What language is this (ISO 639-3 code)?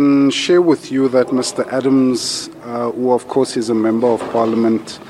nso